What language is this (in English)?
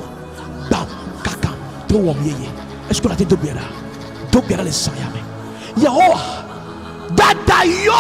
Ewe